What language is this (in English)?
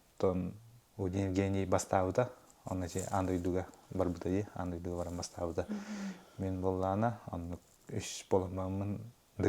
Yakut